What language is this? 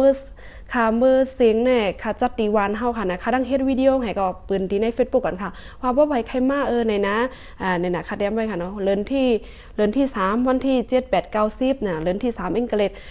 Shan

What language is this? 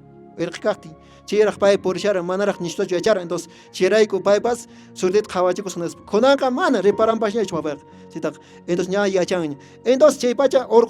Quechua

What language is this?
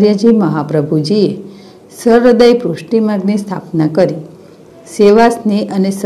Gujarati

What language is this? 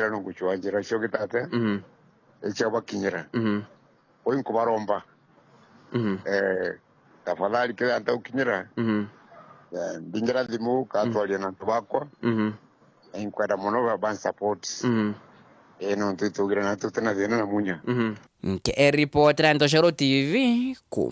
Meru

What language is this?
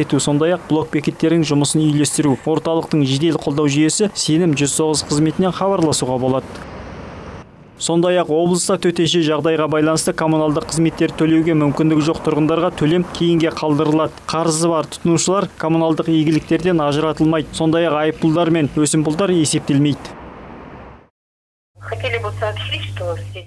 Kazakh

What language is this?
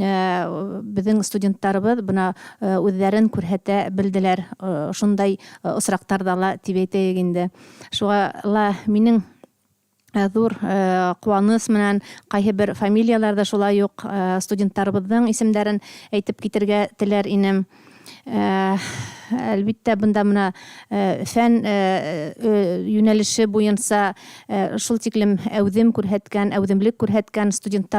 Bashkir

